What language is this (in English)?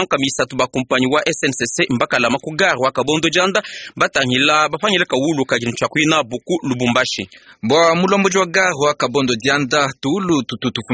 Luba-Lulua